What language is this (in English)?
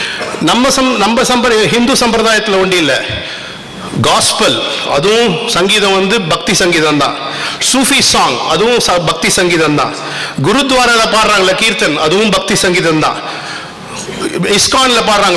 Tamil